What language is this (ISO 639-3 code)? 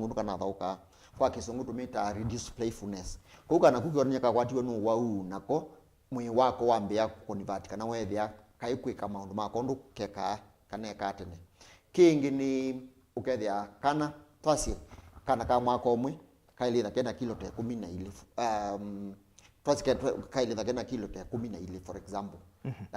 kam